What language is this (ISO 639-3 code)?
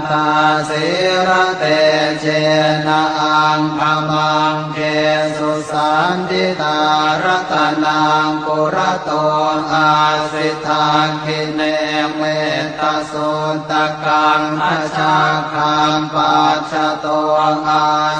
pli